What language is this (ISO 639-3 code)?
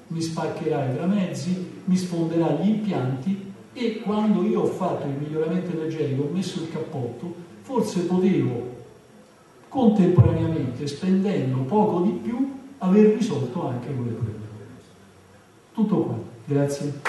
ita